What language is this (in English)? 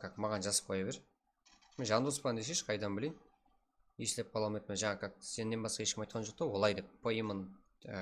Kara-Kalpak